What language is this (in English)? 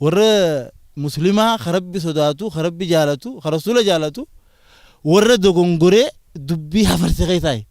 Oromo